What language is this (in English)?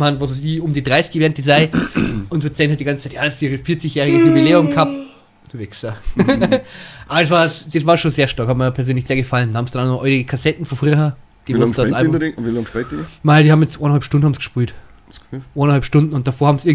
Bavarian